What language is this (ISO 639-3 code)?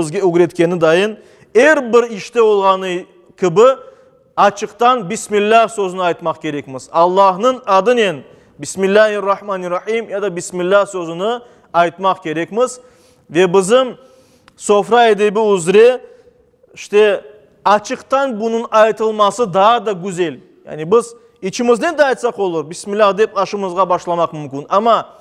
crh